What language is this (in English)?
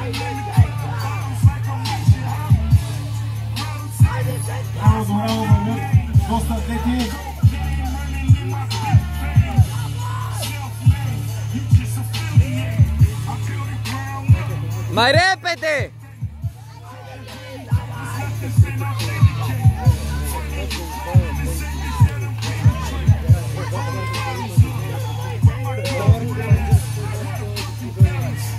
Romanian